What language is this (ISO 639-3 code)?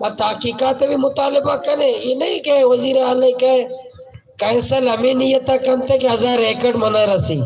bal